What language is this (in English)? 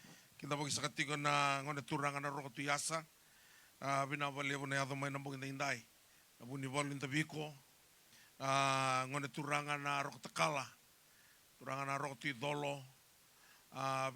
Fijian